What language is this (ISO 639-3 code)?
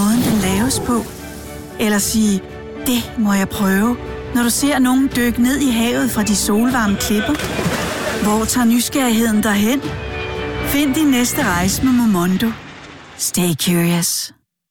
dan